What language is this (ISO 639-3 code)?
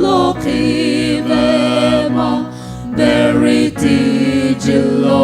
nsm